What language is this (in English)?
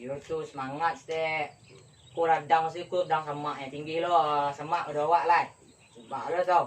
Minangkabau